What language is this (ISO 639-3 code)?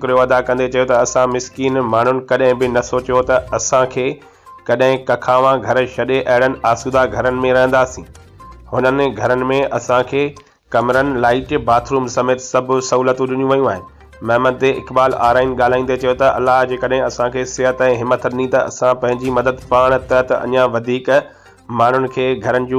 snd